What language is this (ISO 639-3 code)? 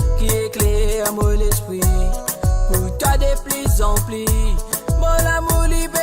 mfe